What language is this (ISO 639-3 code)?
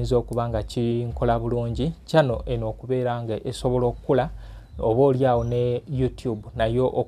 lug